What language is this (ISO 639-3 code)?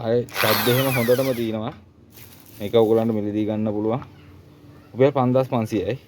sin